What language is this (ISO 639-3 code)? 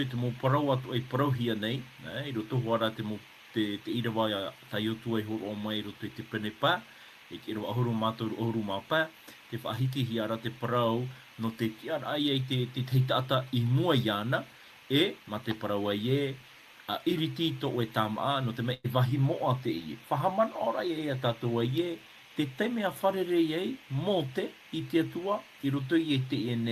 tah